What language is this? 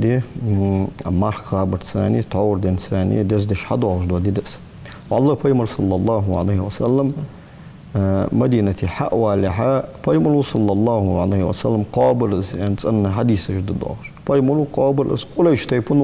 Ingush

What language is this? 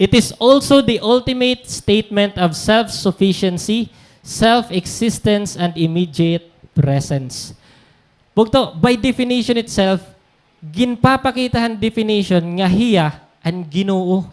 Waray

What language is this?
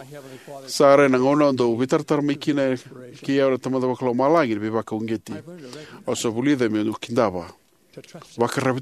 Fijian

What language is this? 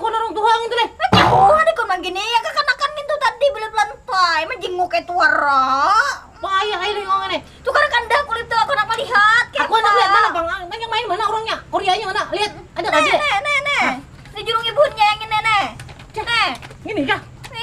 Banjar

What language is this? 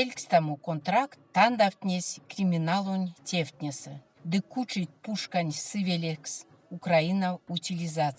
Erzya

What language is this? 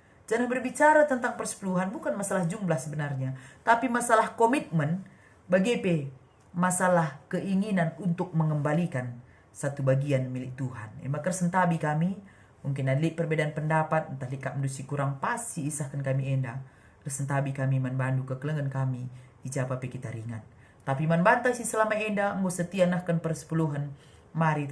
Batak Karo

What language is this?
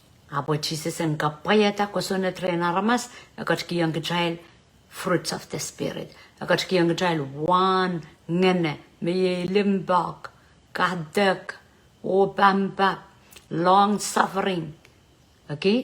Pohnpeian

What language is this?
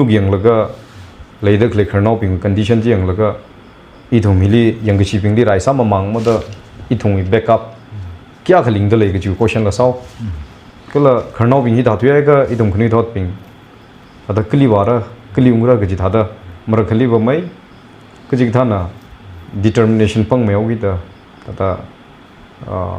Tangkhul Naga (India)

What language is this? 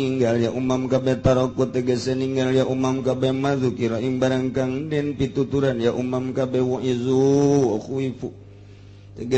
Sundanese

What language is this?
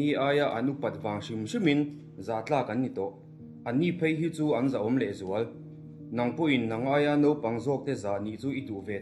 Mizo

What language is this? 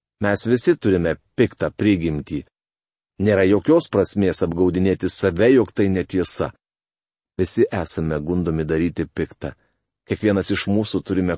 Lithuanian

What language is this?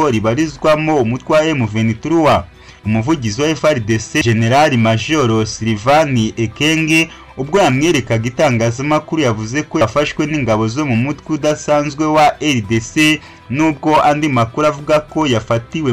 Kinyarwanda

